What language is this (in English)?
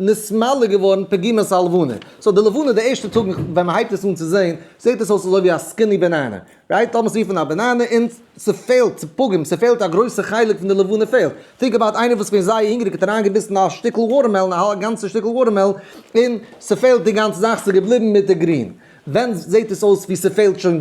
Yiddish